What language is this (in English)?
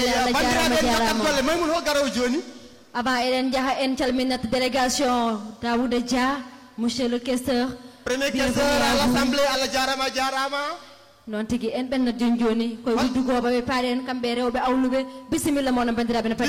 Fula